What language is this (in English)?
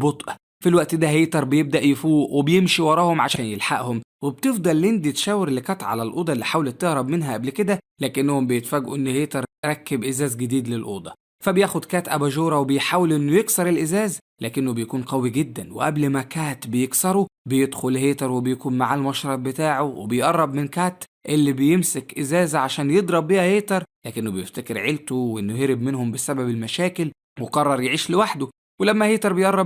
Egyptian Arabic